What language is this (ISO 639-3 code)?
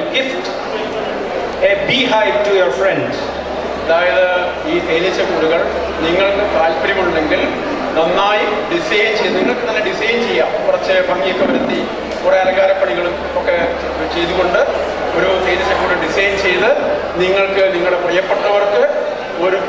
mal